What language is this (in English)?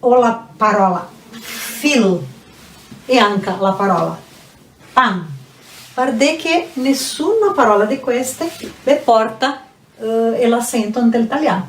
Venetian